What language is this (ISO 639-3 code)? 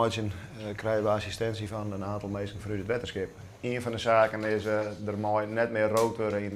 fry